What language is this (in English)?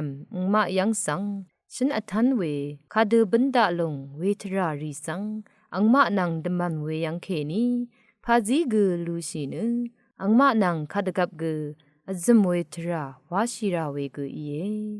Rawang